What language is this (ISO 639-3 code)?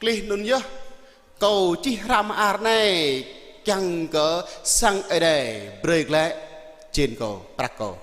jra